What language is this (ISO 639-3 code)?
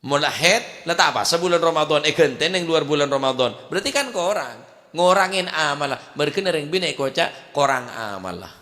mad